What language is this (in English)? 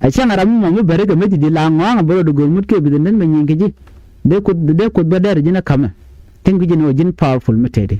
Nuer